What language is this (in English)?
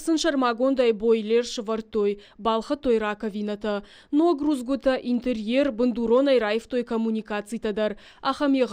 Ossetic